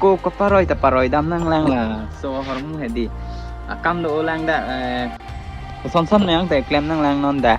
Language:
Karbi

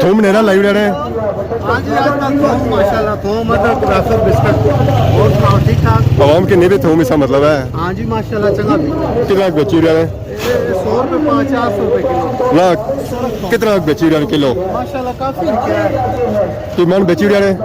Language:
Pahari-Potwari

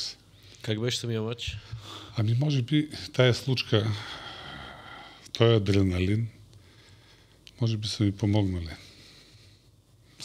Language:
Bulgarian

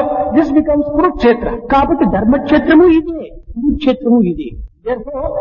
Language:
Telugu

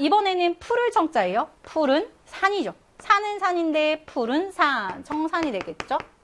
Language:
Korean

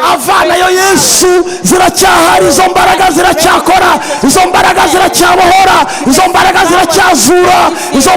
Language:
Kinyarwanda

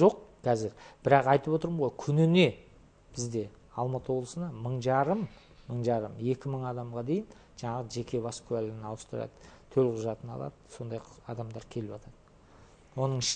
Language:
Kazakh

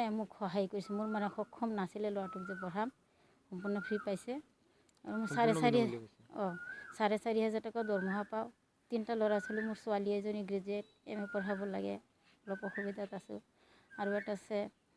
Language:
Assamese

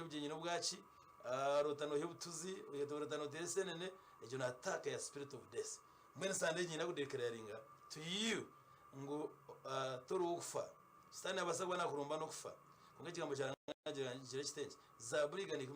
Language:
Nyankole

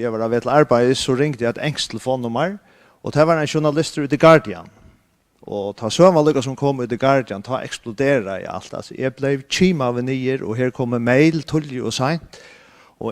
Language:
Faroese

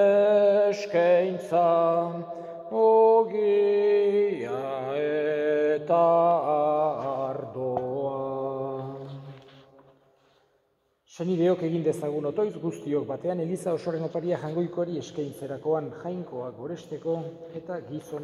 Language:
Basque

